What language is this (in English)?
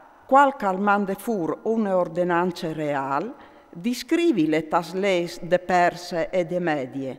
Friulian